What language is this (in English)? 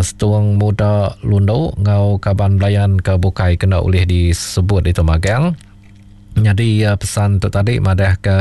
Iban